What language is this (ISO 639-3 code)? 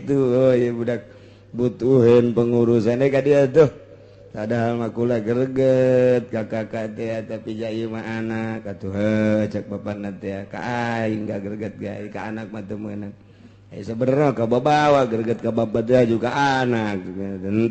sun